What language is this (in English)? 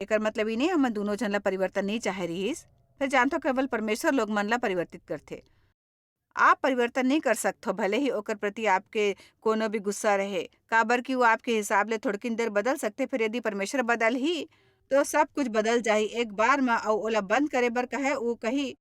Chhattisgarhi